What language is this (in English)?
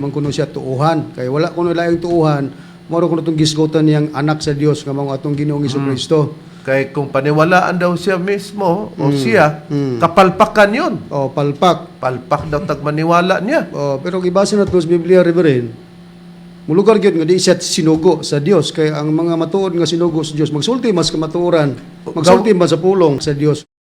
Cebuano